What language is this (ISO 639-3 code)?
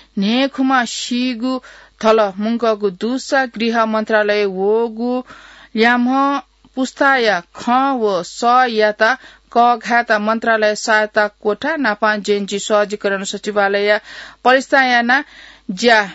new